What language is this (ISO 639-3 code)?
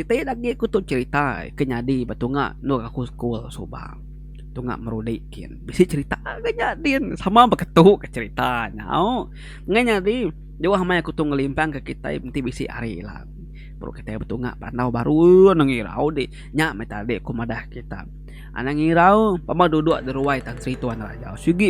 iba